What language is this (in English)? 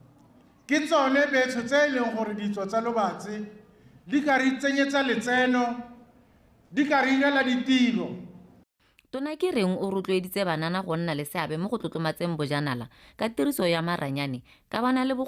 Tswana